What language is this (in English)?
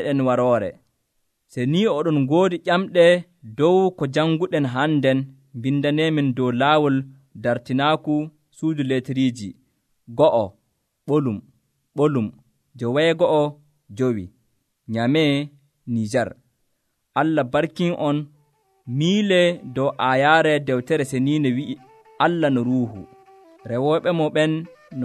Nigerian Fulfulde